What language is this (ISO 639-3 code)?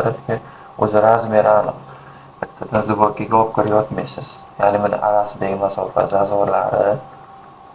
uzb